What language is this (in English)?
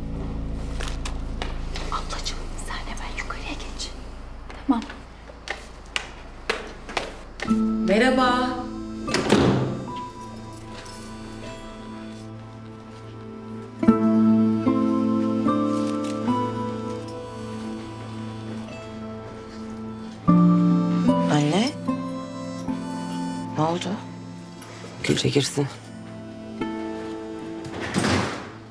Turkish